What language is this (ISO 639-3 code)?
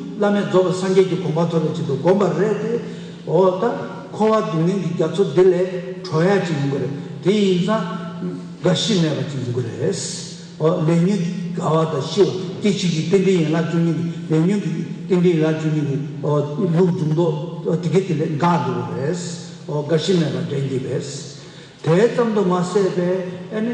bod